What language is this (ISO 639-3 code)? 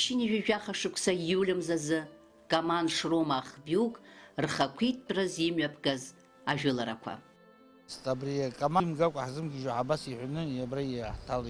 abk